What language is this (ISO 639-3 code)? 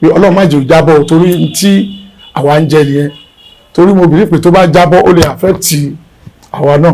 yor